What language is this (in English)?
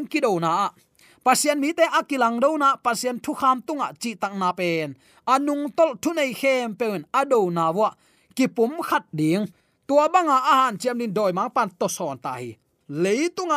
Tedim Chin